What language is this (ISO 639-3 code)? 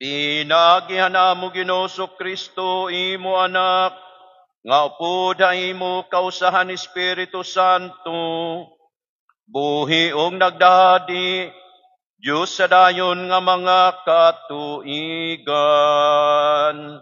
war